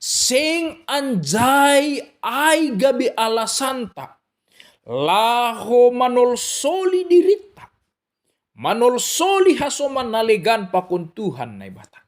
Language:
Batak Simalungun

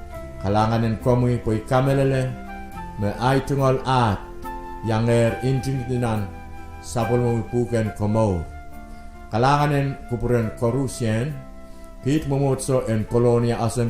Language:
Pohnpeian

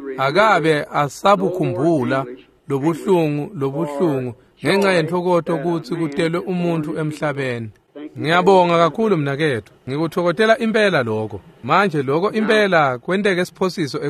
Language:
Swati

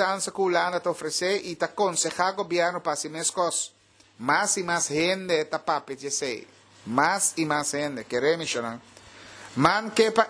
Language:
Papiamento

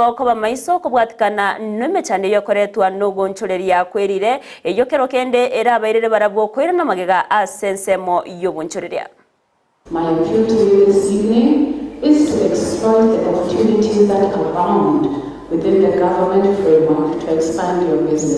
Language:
Gusii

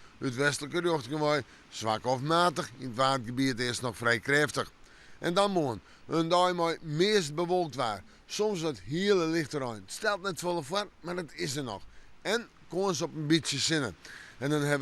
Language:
Western Frisian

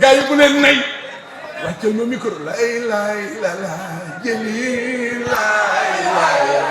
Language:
Wolof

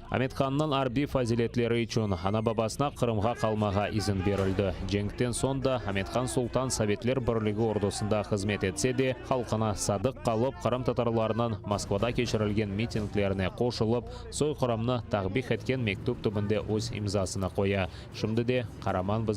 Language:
Crimean Tatar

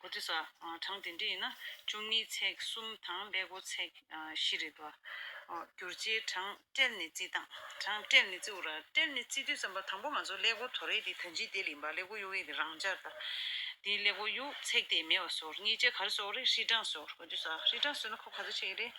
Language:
Tibetan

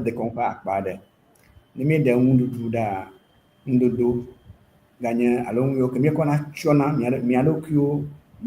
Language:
Ewe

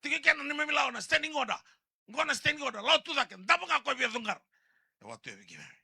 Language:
Fijian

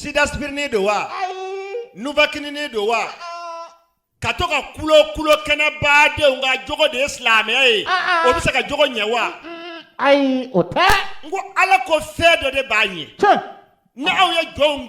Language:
Bambara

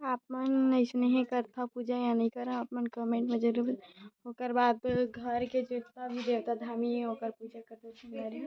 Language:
Chhattisgarhi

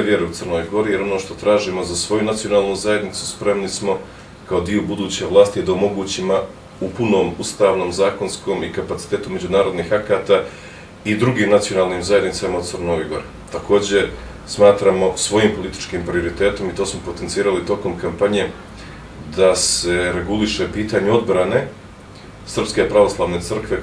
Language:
Bosnian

